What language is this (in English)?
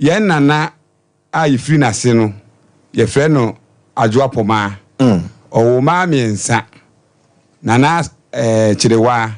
Akan